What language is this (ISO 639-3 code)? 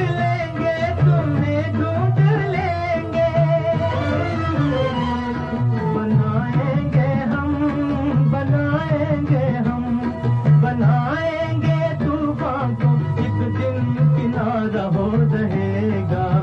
hin